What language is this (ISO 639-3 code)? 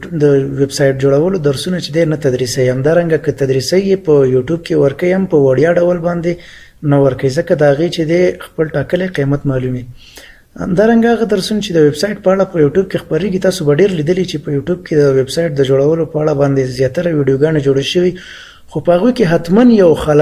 pus